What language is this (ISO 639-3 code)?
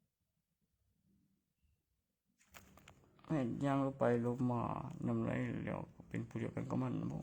tts